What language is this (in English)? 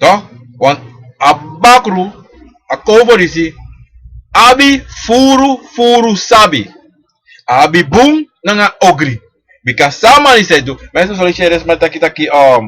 Sranan Tongo